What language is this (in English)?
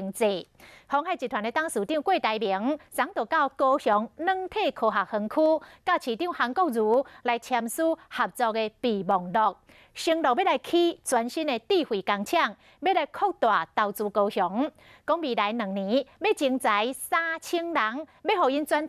Min Nan Chinese